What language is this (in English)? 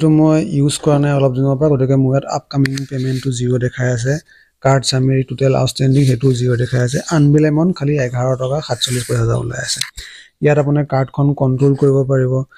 Assamese